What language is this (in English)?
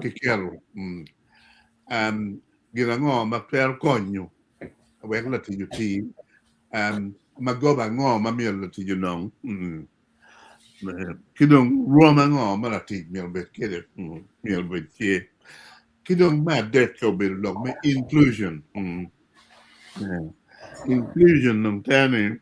Acoli